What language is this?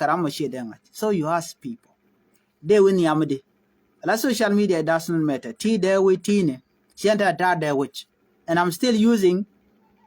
Nuer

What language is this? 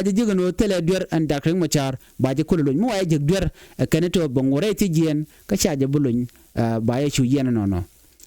Nuer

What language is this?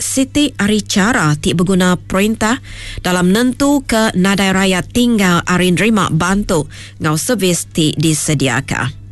Iban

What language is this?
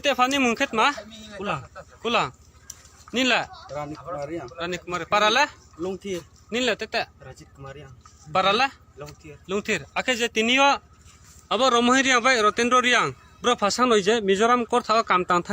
Riang (India)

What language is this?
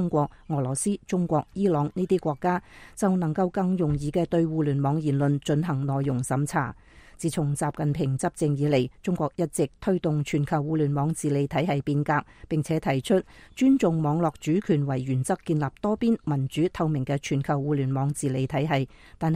Cantonese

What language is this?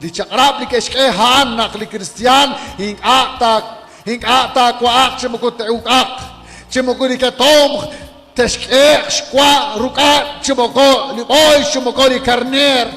Kekchí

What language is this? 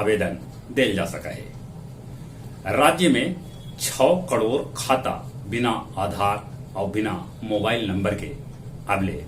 Magahi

